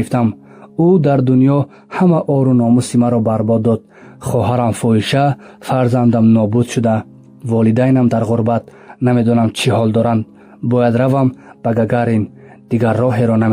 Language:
Tajik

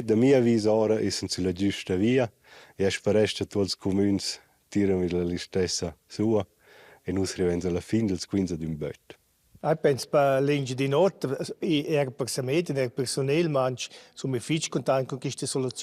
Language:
Romansh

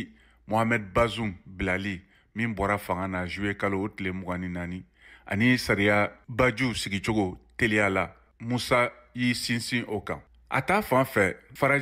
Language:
Bambara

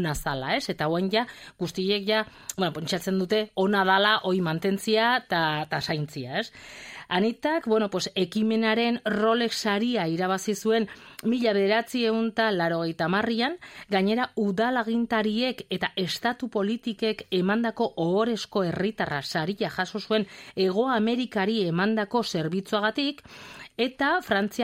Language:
Basque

